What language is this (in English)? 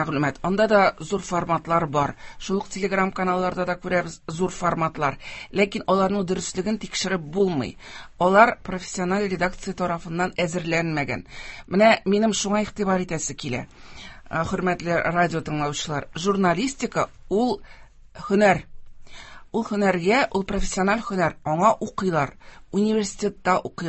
Tatar